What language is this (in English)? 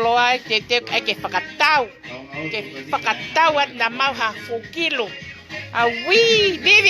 Tongan